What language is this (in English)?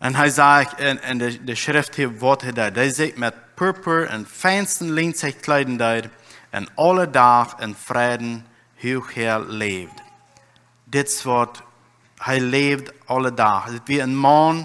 Plautdietsch